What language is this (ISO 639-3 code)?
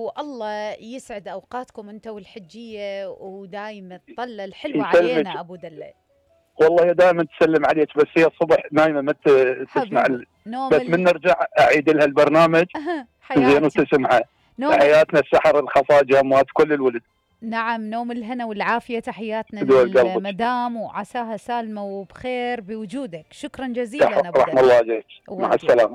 acm